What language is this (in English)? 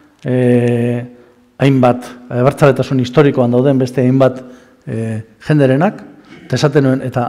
Basque